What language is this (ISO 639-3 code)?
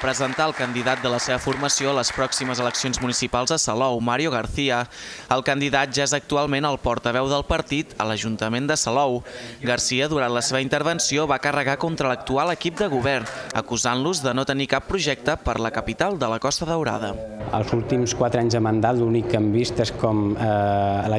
cat